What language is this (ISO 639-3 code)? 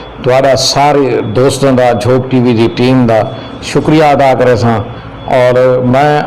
skr